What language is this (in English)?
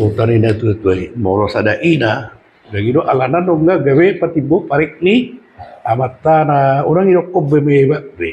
Batak Toba